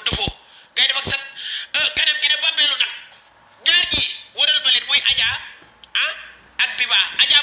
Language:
Wolof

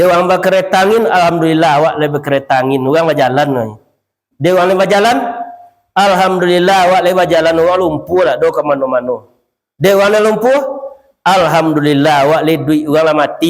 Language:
Minangkabau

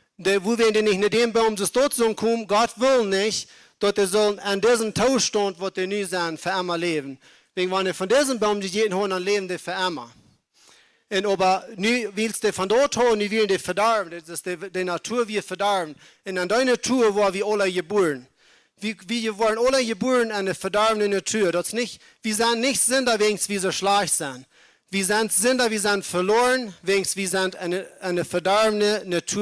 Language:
Plautdietsch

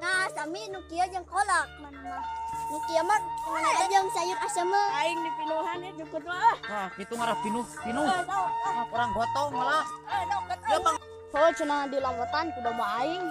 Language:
Sundanese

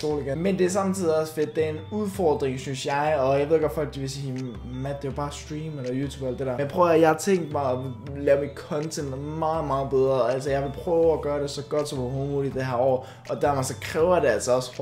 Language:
Danish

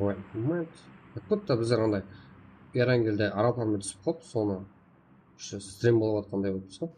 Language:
Kara-Kalpak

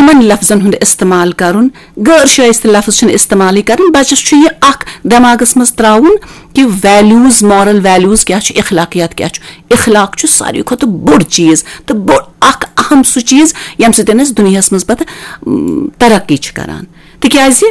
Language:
Kashmiri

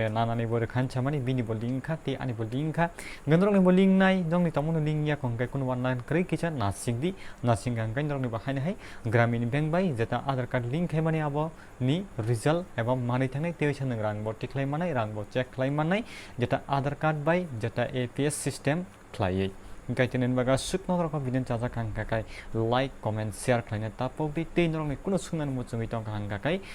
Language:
Kok Borok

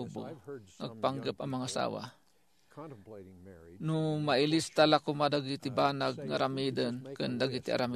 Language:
Iloko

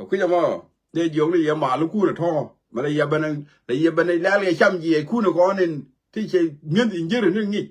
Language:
Nuer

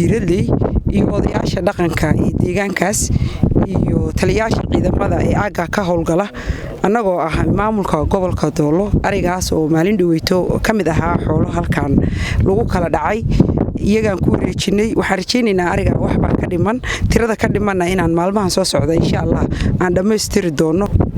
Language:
Somali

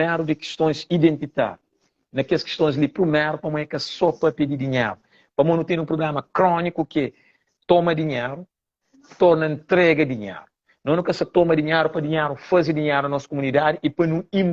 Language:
Kabuverdianu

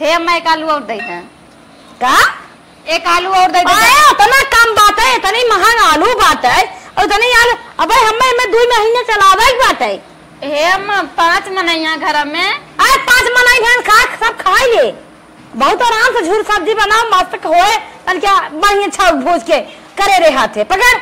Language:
Awadhi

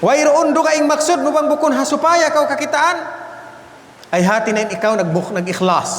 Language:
Tausug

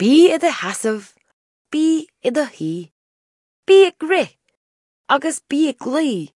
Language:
Irish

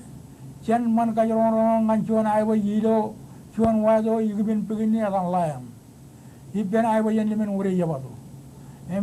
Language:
Marshallese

